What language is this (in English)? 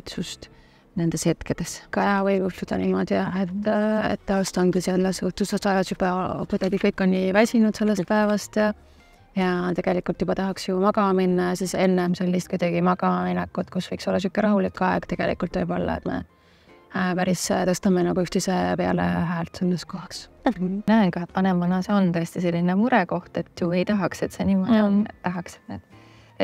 Estonian